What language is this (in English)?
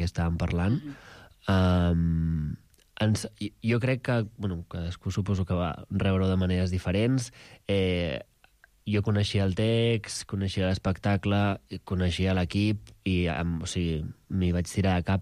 Catalan